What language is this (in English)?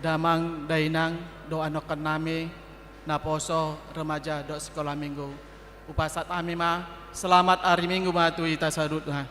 Batak Toba